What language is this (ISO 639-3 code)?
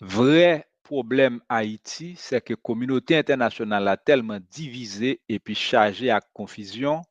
hat